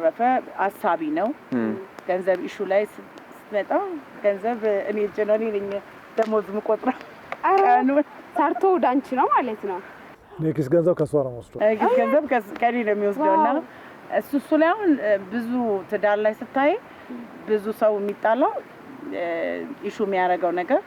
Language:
Amharic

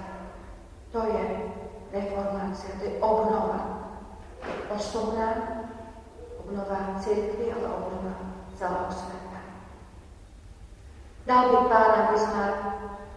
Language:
Slovak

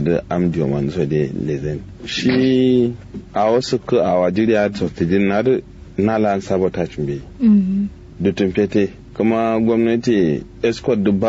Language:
Kanuri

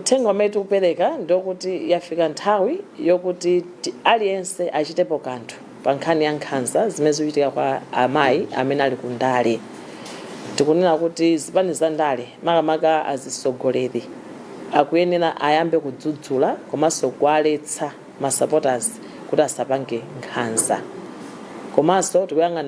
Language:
Nyanja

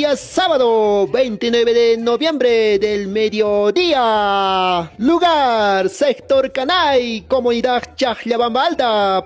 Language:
Quechua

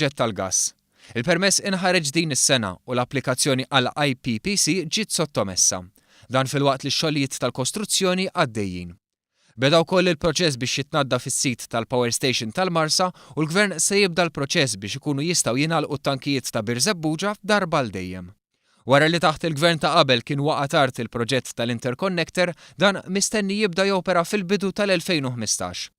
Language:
Maltese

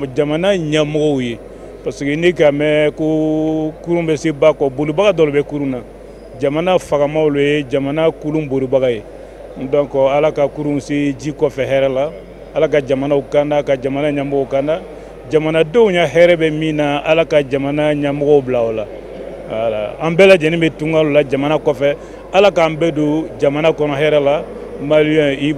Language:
Bambara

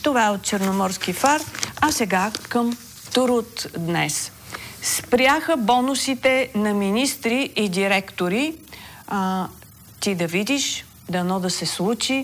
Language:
Bulgarian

